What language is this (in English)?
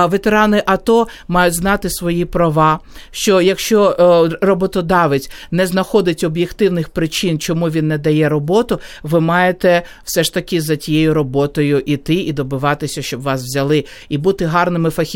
Ukrainian